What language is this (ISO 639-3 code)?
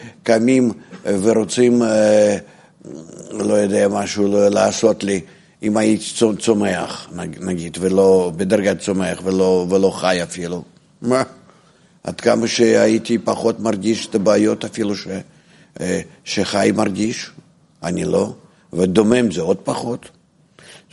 heb